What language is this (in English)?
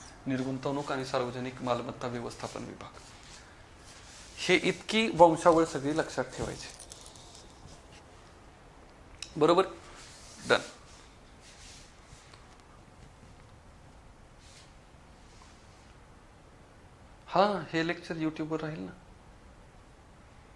Marathi